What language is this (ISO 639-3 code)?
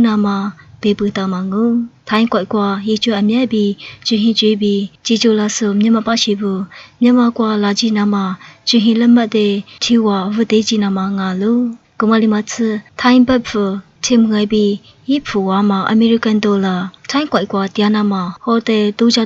lis